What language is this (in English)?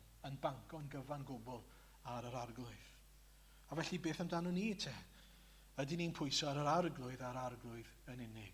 Welsh